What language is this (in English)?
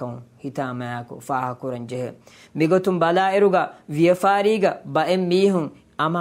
Divehi